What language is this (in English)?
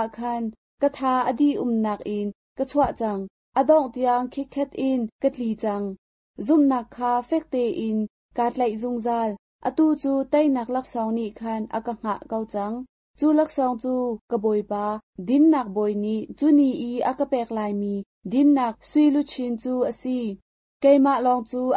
Hakha Chin